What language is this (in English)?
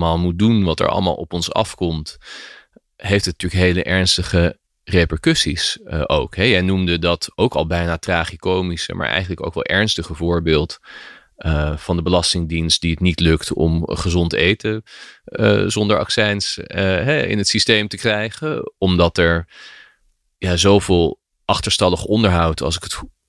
Dutch